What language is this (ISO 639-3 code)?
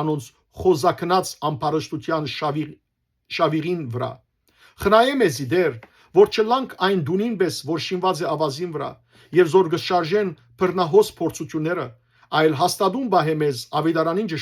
hyw